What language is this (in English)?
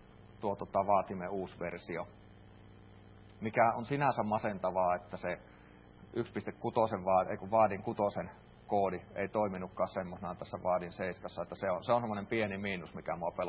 Finnish